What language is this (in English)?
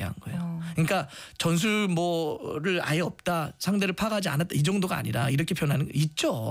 Korean